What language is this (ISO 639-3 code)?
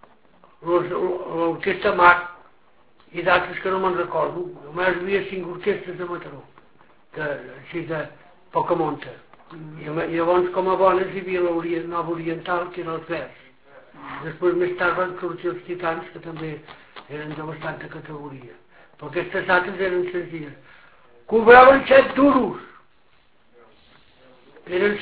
cat